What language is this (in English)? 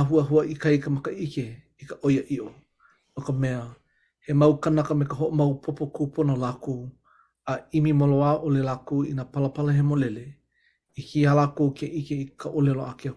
Hawaiian